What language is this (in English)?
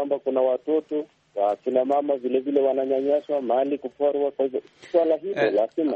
Swahili